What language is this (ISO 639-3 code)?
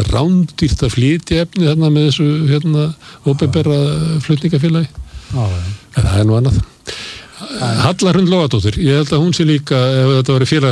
isl